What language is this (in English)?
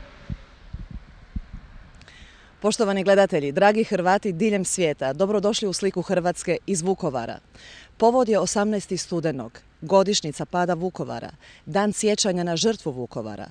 Croatian